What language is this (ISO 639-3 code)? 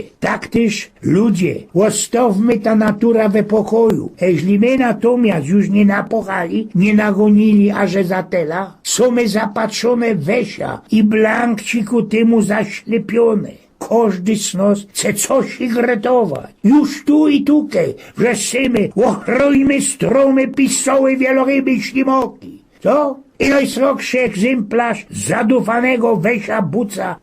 szl